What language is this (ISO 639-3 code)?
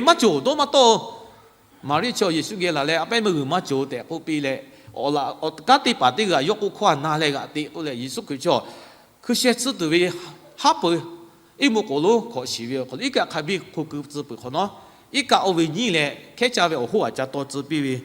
lhu